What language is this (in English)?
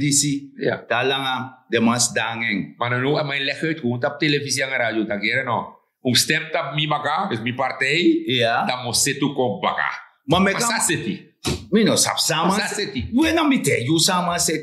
Sranan Tongo